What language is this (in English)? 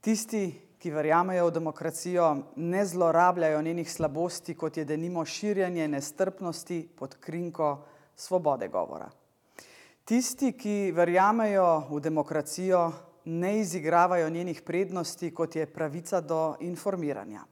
Slovenian